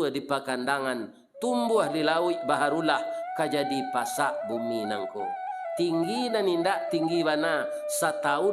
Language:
Minangkabau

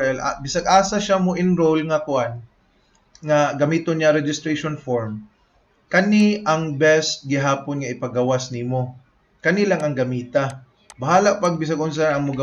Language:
Cebuano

